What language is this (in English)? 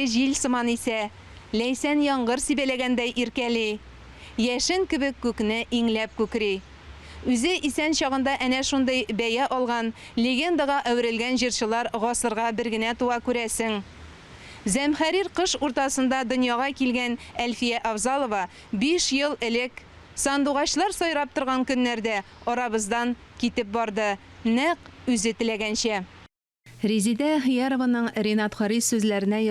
Tatar